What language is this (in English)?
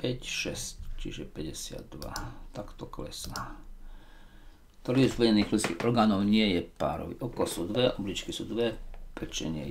Slovak